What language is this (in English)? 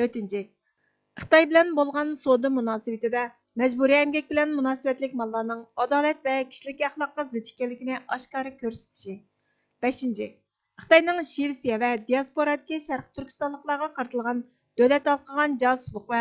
Uyghur